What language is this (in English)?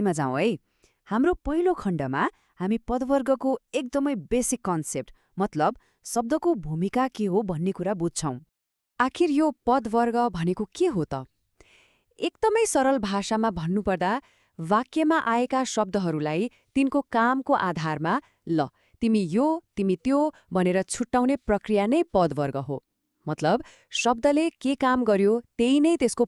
Nepali